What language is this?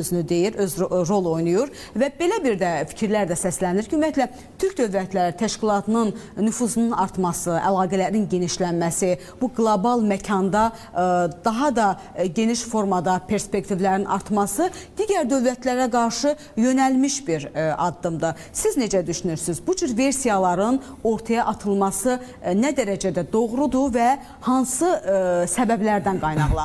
Azerbaijani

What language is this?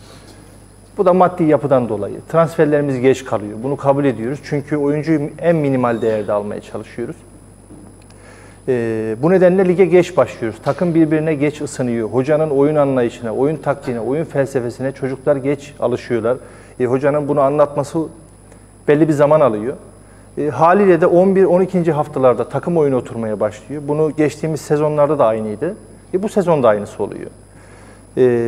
Turkish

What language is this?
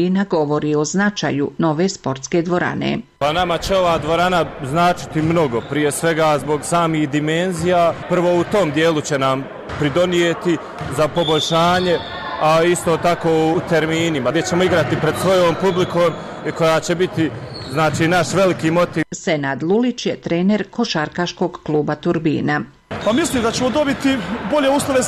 Bosnian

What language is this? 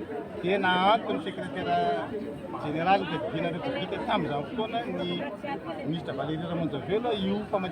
Malagasy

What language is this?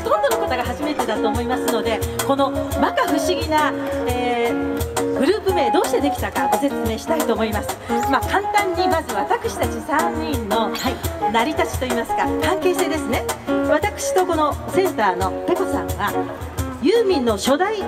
Japanese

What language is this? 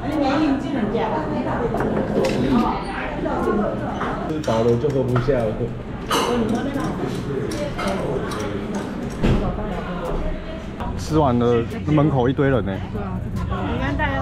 Chinese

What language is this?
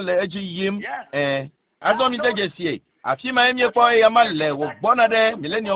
Ewe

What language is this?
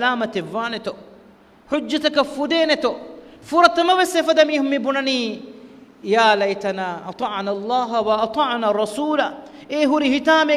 Divehi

